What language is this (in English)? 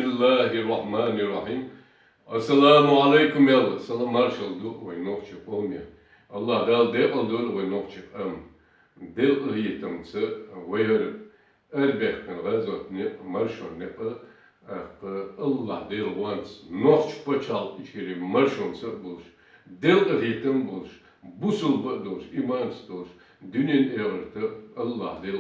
Chechen